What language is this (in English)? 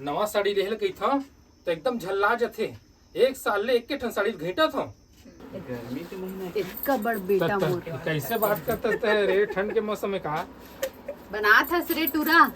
Chhattisgarhi